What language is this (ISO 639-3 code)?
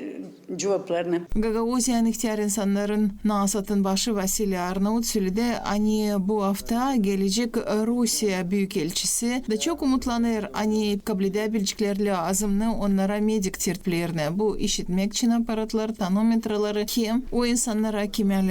gag